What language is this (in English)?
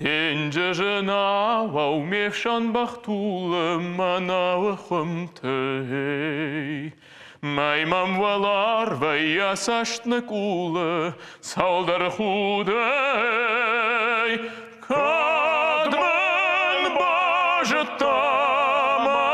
Ossetic